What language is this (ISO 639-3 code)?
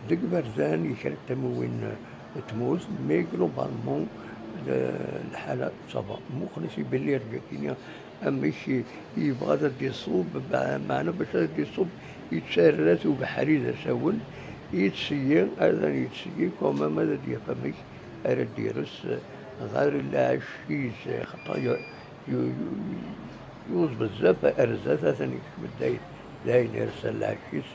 kab